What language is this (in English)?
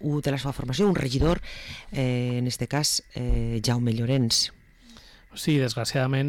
Catalan